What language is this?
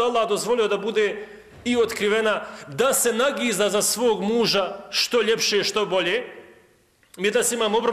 Bosnian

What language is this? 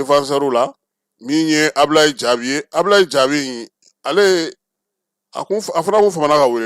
Bambara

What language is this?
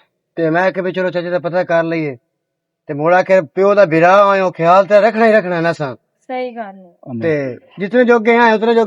Western Panjabi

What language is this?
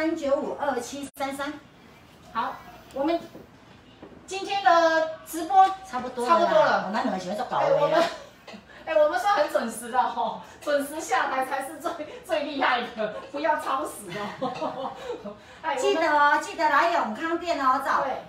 Chinese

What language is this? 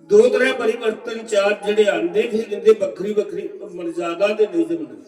Dogri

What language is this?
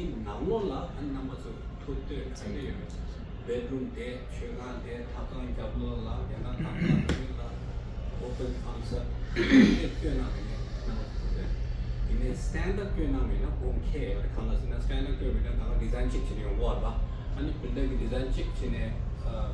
Tibetan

